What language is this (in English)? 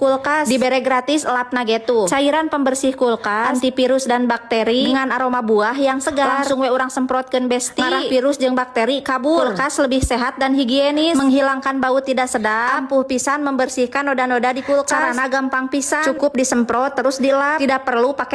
Sundanese